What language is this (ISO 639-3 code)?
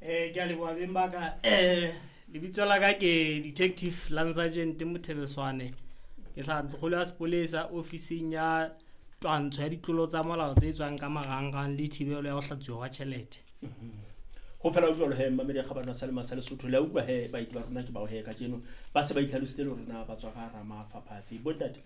sot